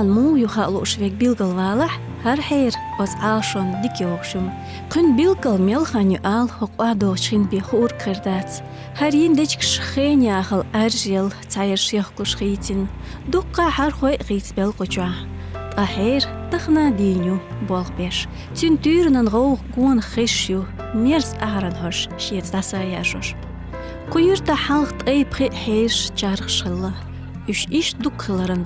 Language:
Chechen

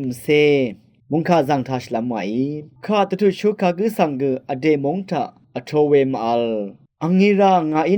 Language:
Rawang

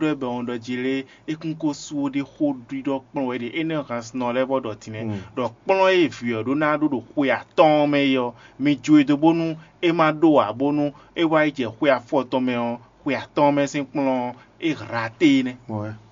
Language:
Fon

